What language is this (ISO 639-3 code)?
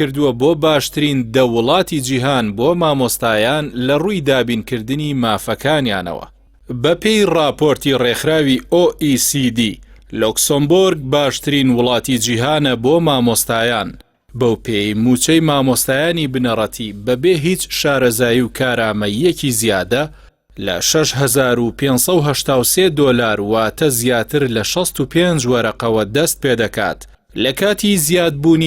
ckb